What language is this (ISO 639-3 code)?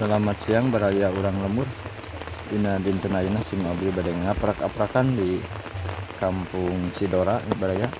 sun